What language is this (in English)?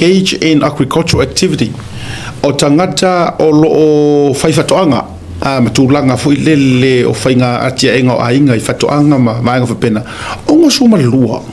Samoan